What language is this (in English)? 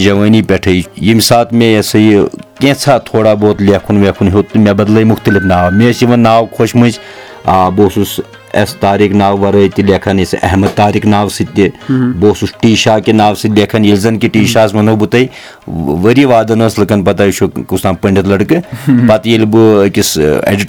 Kashmiri